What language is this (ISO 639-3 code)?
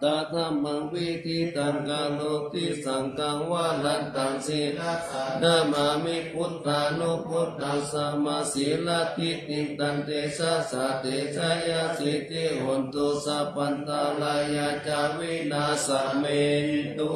pli